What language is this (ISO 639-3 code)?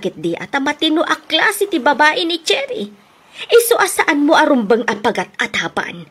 ilo